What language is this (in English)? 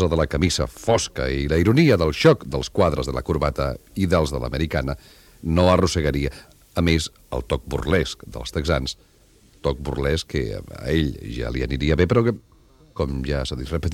Catalan